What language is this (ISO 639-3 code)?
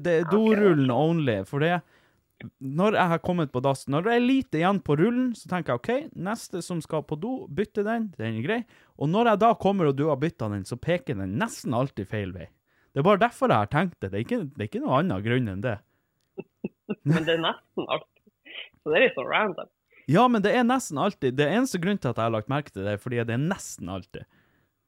nor